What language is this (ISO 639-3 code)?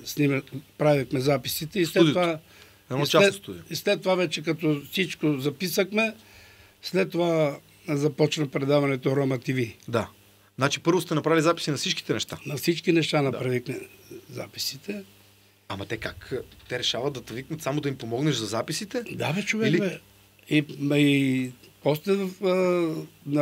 bul